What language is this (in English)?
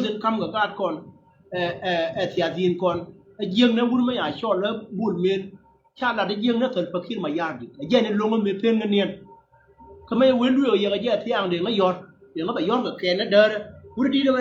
Nuer